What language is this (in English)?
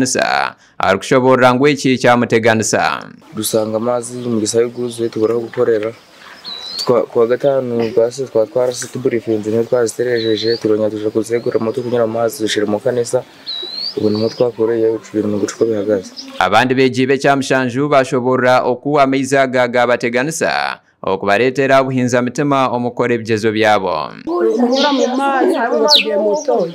Nyankole